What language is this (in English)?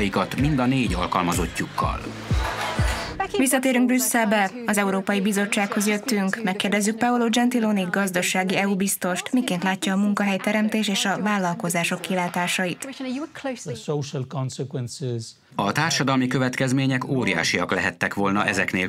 Hungarian